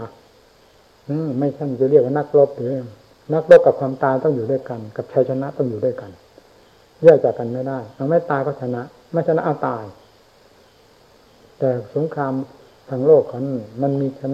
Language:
Thai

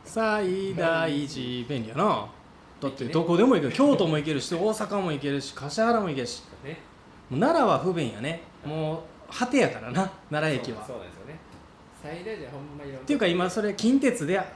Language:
Japanese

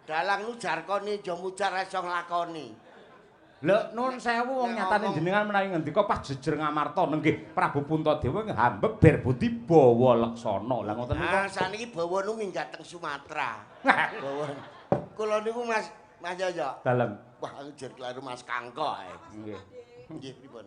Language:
Javanese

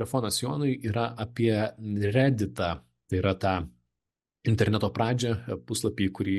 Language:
Lithuanian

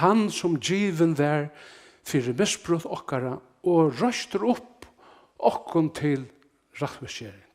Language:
Faroese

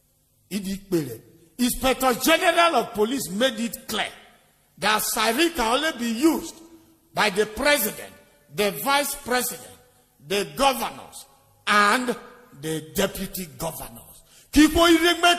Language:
Urhobo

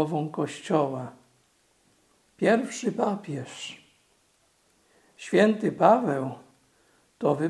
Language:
Polish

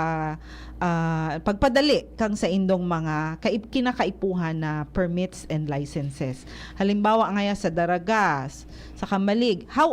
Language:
Bikol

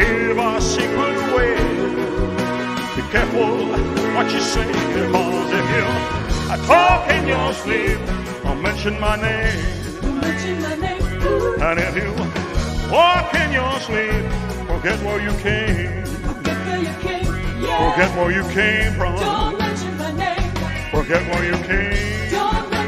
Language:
English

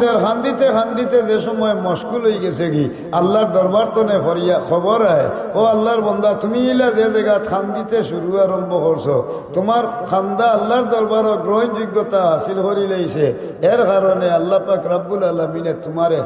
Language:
Sylheti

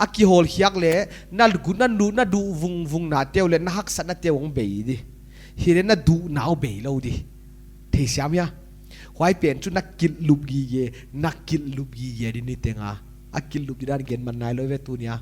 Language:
Paite Chin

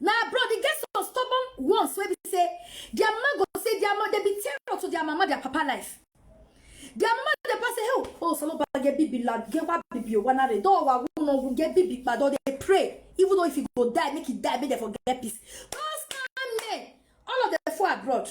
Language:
Nigerian Pidgin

